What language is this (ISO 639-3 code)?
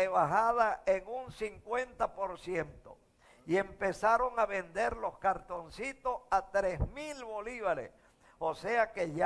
spa